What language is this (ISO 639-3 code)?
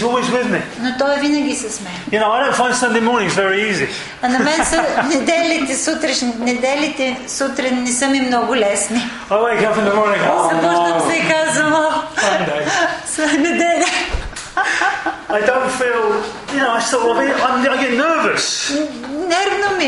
bul